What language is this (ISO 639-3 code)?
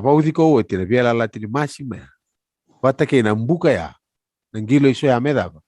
fij